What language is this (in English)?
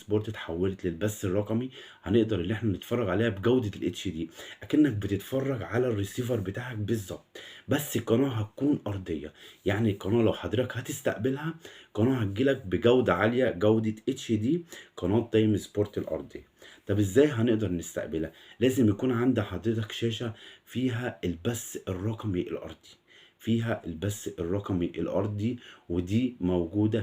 Egyptian Arabic